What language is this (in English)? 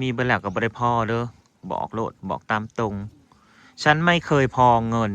Northeastern Thai